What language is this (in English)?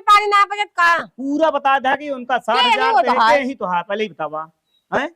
Awadhi